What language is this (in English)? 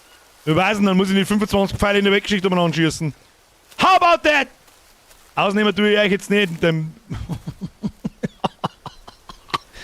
Bavarian